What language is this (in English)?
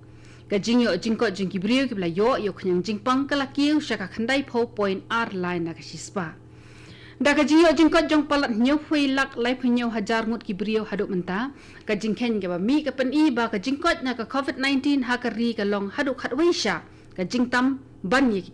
Khasi